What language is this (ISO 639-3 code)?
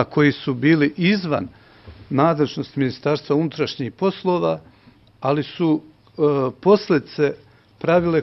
srp